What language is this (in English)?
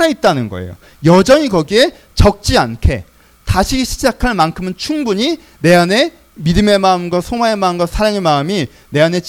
Korean